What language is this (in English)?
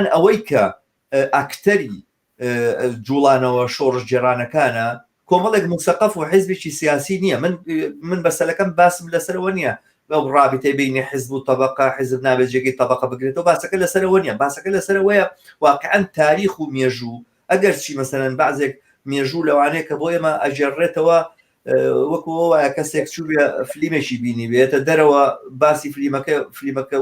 Central Kurdish